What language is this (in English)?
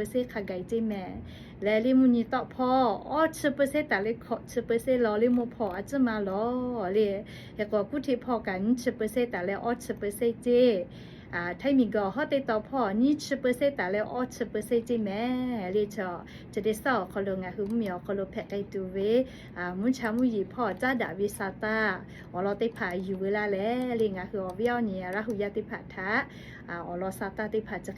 Lahu